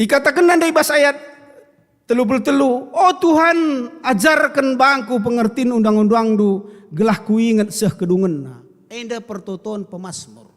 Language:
Batak Karo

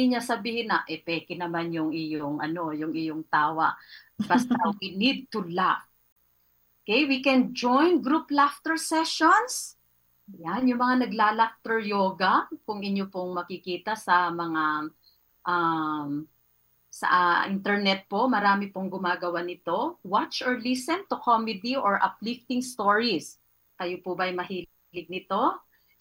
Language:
Filipino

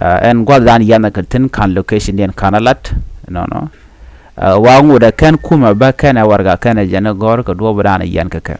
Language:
Nuer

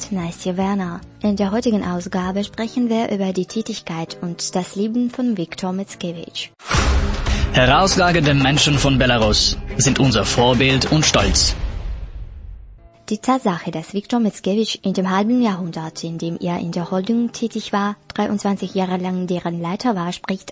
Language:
German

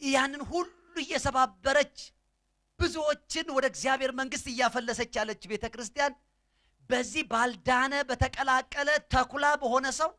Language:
Amharic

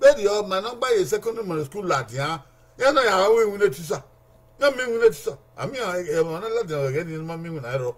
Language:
Bini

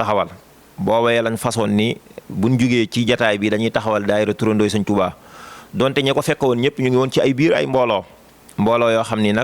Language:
Wolof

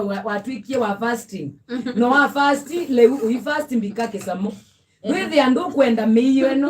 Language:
Kamba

